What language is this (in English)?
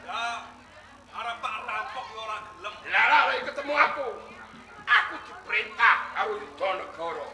Javanese